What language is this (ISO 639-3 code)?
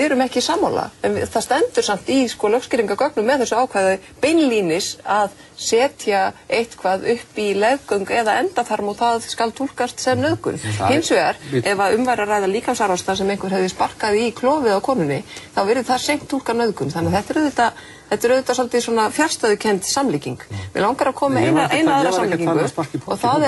isl